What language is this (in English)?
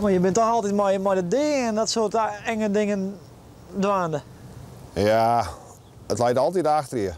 Western Frisian